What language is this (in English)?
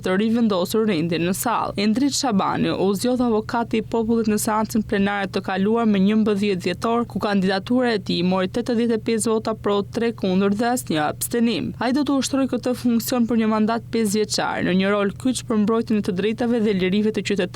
Albanian